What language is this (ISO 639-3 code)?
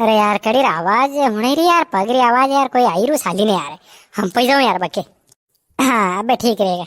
raj